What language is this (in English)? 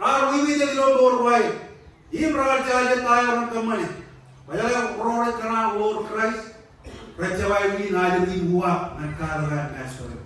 Marshallese